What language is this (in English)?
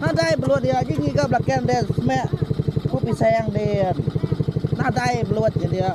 Iban